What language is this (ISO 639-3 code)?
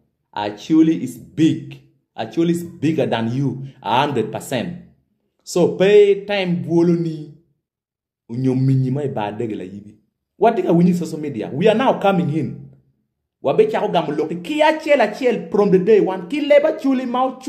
ach